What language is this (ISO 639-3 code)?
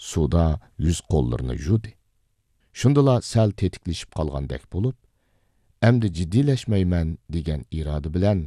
uig